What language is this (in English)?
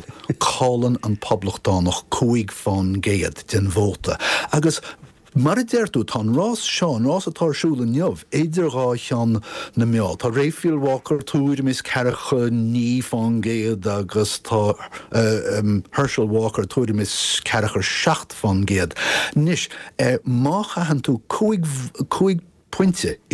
Irish